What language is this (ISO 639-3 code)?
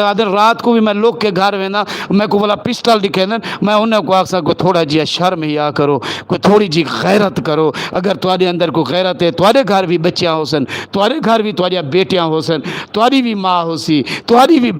lah